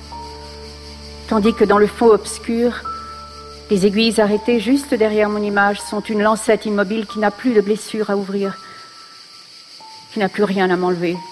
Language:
French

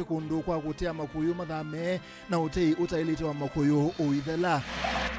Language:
Kamba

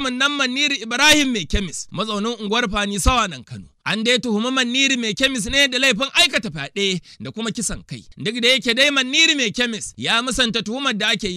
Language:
Hausa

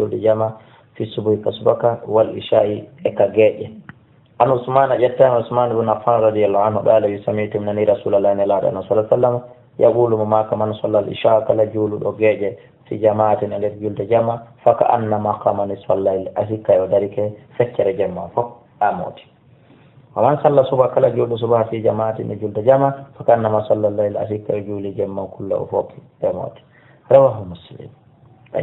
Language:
Fula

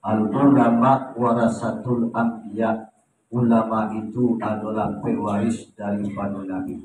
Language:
Minangkabau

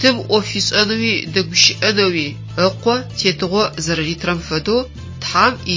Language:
Adyghe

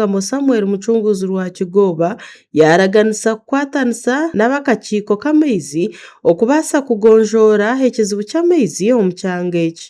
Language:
Nyankole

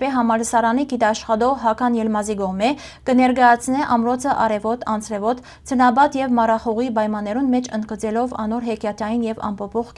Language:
Western Armenian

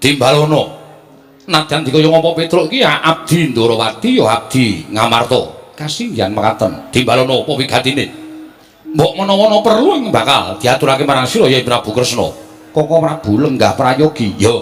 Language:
Javanese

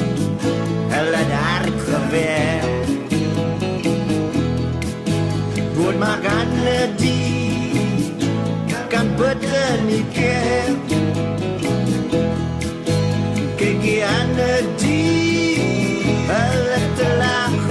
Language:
Afrikaans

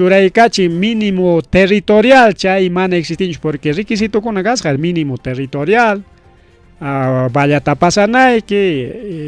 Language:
Ayacucho Quechua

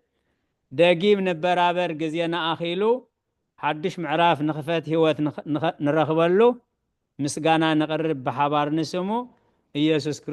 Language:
Tigrinya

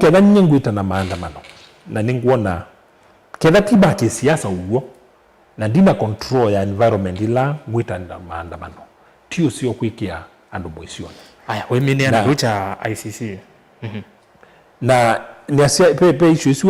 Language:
Kamba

